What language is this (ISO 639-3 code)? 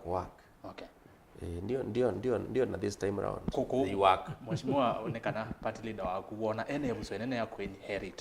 kam